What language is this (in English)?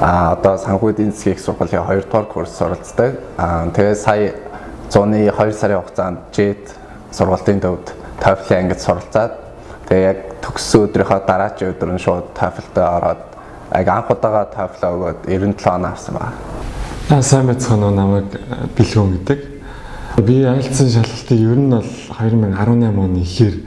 Mongolian